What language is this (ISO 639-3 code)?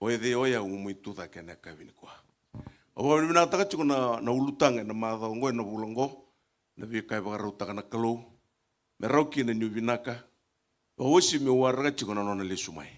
fij